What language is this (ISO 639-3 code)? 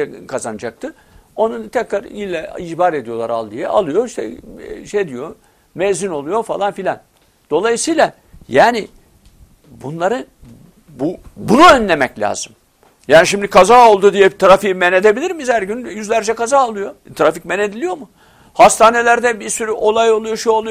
tur